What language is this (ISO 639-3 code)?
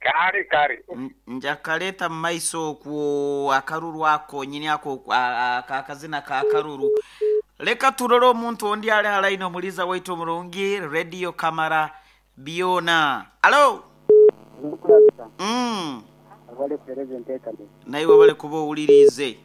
nyo